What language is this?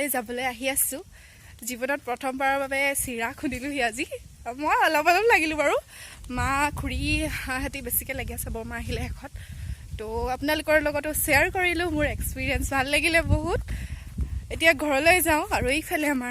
Assamese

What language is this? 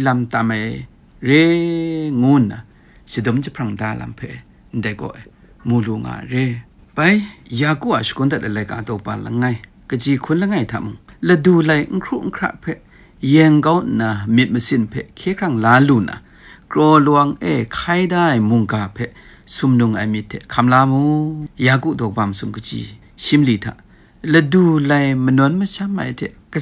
Kachin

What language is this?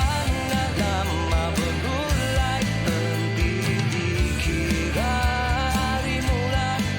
Iban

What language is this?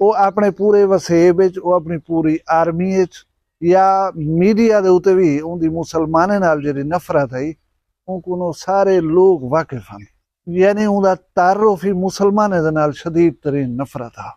Saraiki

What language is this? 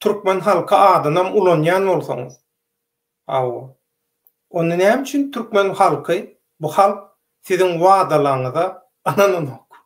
Turkmen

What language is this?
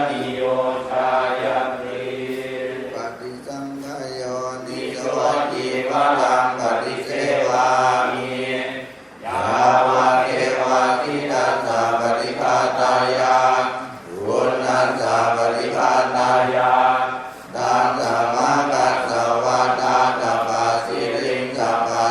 Pali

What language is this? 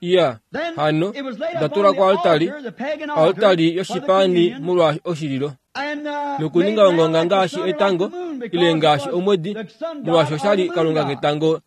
Kuanyama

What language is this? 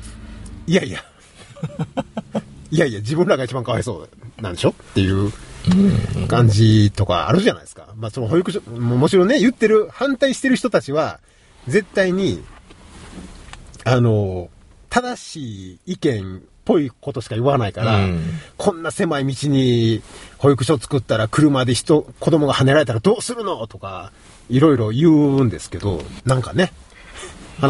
Japanese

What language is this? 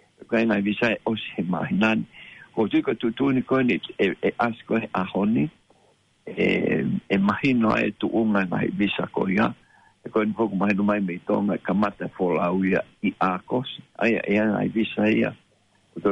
Tongan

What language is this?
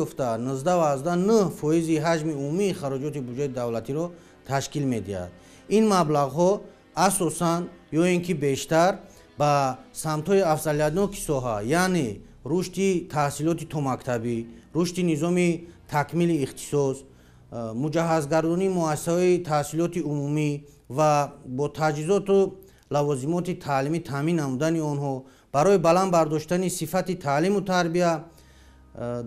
Tajik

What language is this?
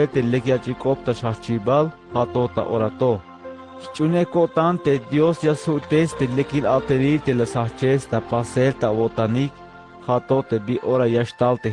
Tzeltal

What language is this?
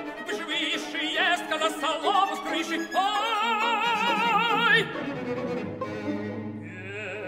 Russian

